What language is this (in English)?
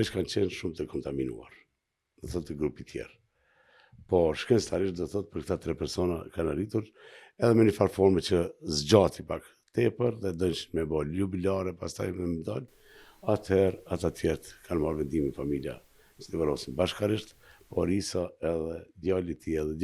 Albanian